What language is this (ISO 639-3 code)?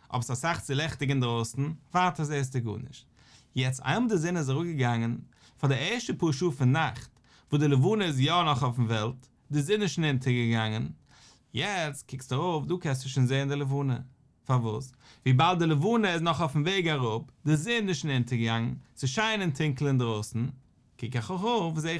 yid